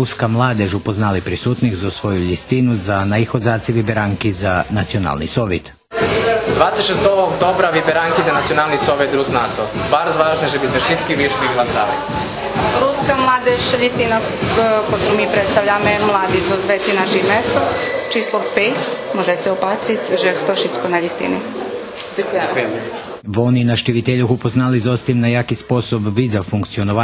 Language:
Rusyn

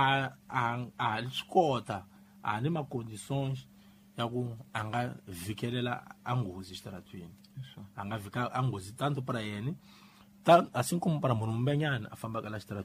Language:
Tsonga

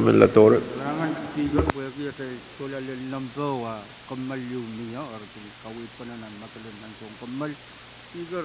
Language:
Pohnpeian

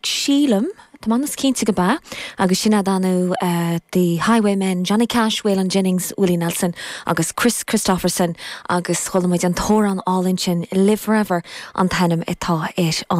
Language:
Irish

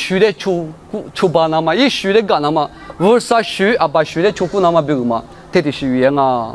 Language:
Lisu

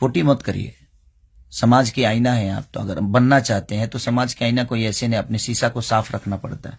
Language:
Bhojpuri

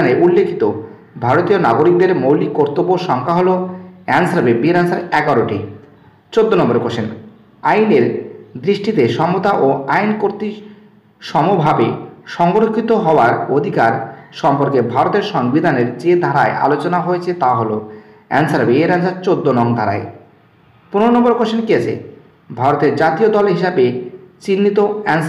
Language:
Bangla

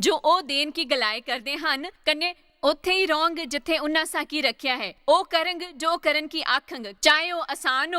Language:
Dogri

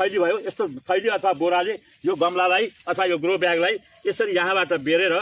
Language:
Nepali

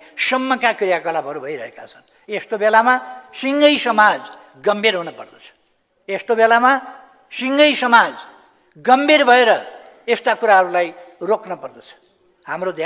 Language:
Nepali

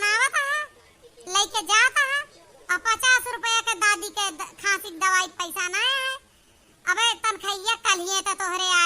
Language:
Awadhi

